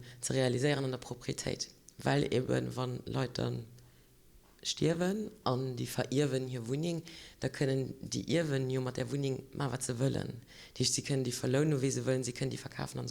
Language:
Luxembourgish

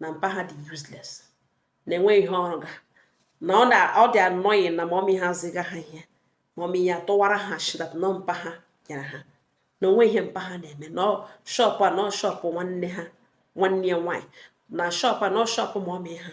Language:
Igbo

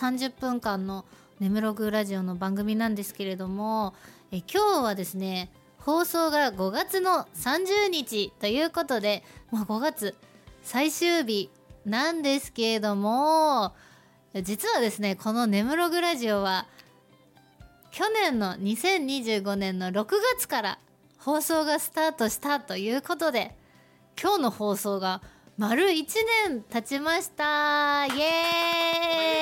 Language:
Japanese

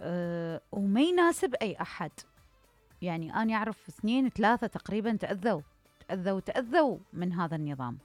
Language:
Mesopotamian Arabic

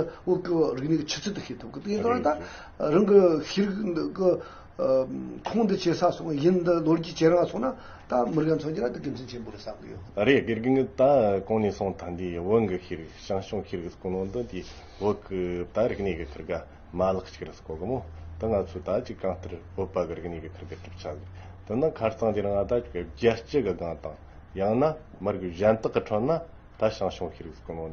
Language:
Tibetan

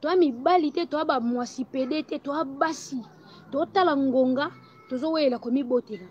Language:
Lingala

